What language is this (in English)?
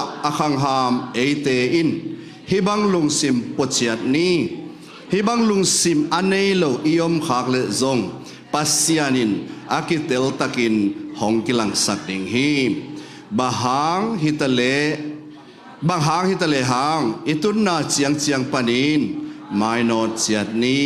Tedim Chin